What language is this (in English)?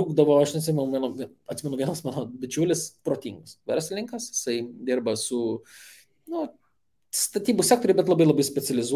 Lithuanian